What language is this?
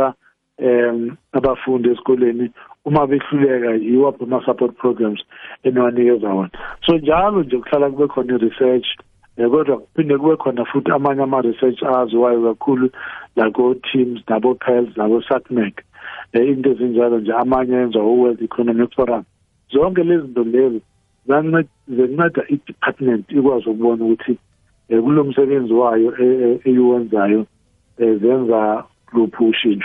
South Ndebele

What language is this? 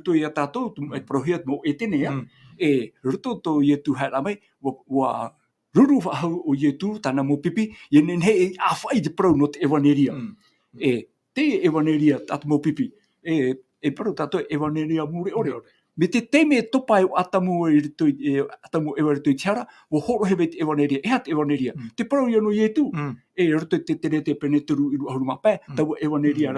Tahitian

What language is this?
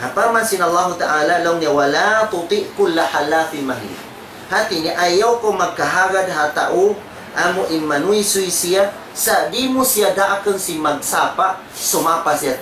Tausug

